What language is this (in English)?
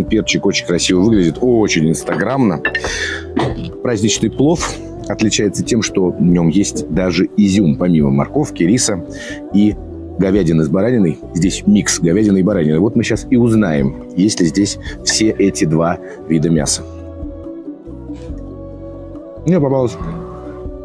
Russian